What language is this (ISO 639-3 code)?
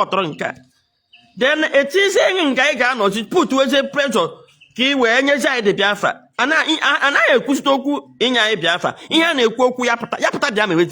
ibo